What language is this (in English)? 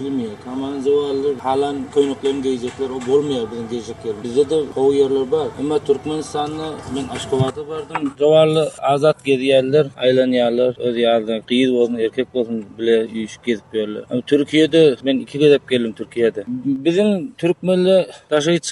Turkmen